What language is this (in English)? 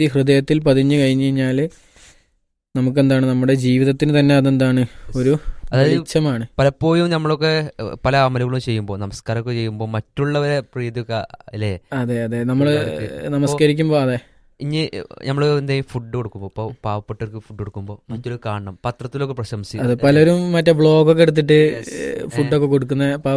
Malayalam